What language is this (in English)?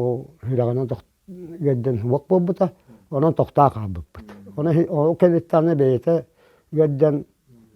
Yakut